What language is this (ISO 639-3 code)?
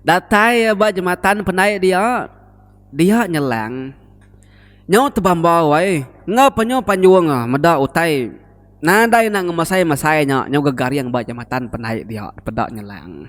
iba